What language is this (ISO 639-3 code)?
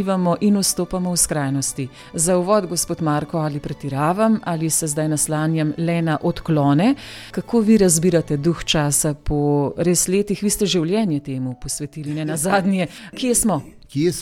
slv